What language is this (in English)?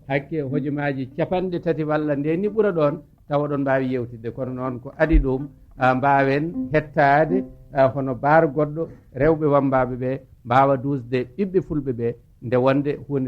Fula